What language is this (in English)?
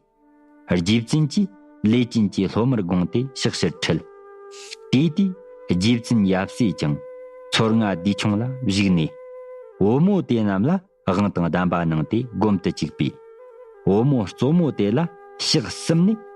Tibetan